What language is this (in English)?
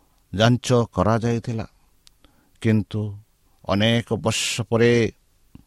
Odia